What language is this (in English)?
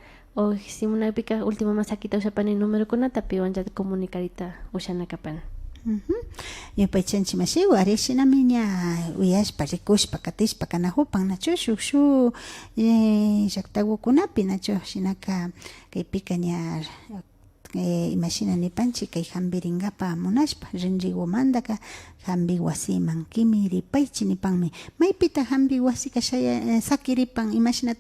Imbabura Highland Quichua